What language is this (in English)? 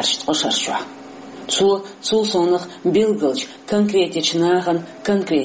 Chechen